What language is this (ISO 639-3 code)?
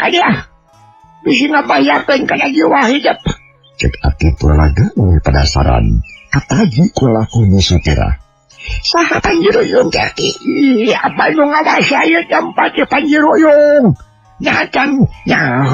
sun